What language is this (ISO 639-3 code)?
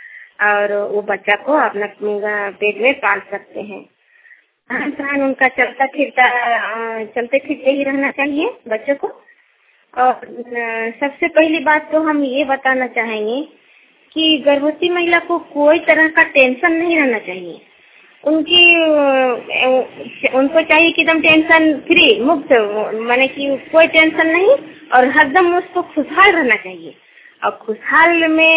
hin